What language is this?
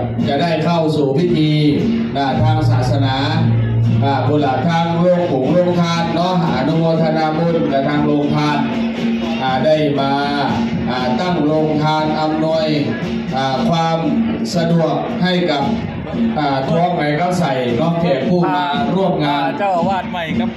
Northeastern Thai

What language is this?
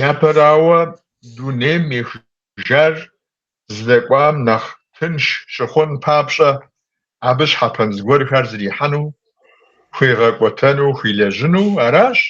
Kabardian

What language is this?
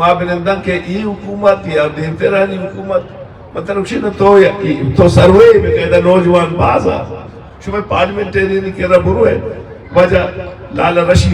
Eastern Balochi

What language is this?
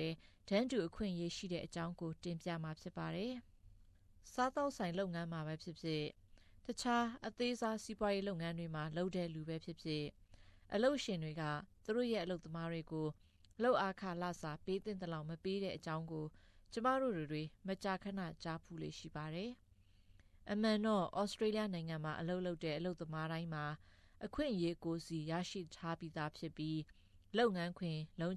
Burmese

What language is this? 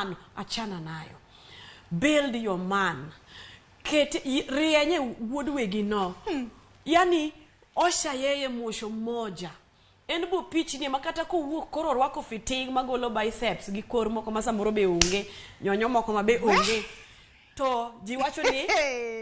Luo (Kenya and Tanzania)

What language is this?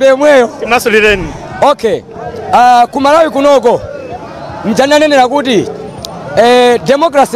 Nyanja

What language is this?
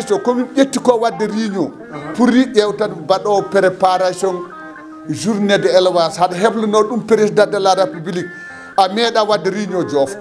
Fula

